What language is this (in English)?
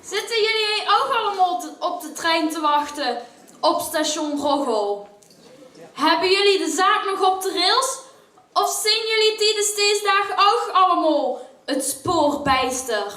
Limburgish